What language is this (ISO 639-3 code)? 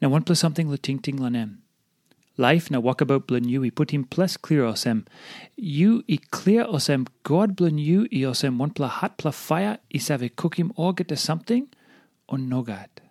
tpi